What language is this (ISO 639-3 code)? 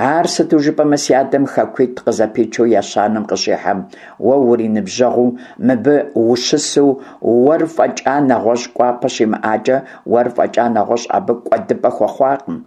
kbd